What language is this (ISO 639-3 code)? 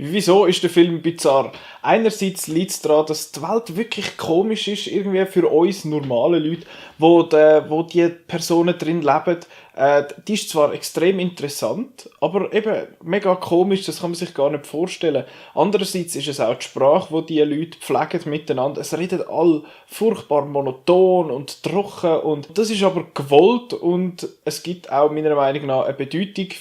gsw